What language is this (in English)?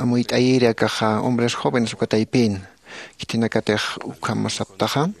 Aymara